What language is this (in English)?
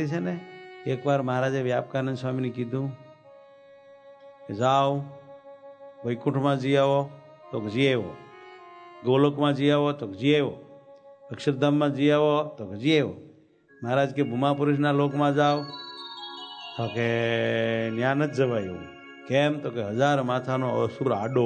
Gujarati